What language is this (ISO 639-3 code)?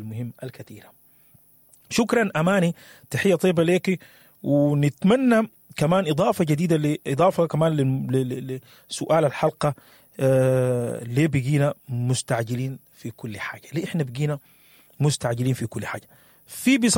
apd